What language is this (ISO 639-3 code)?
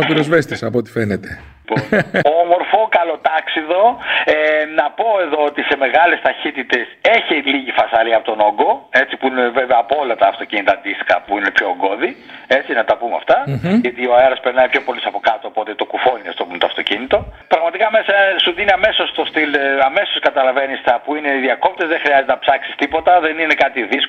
ell